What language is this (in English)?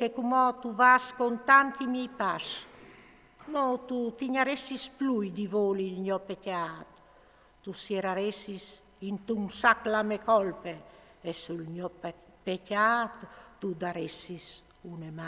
Friulian